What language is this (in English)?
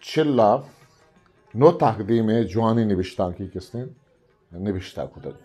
Eastern Balochi